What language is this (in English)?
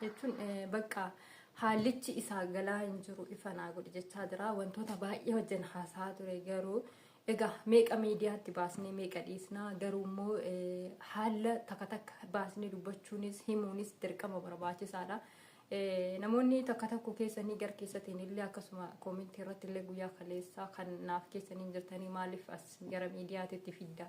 Oromo